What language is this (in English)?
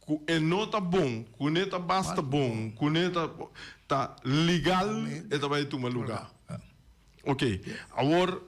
Papiamento